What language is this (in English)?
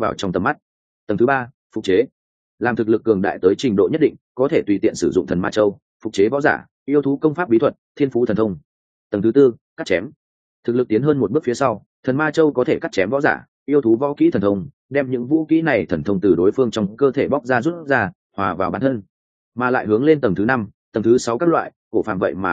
Vietnamese